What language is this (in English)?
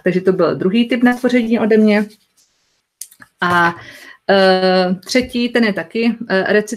Czech